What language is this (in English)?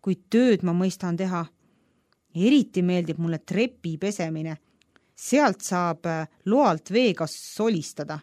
Estonian